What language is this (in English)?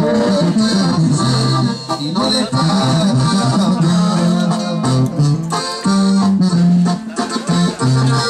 Spanish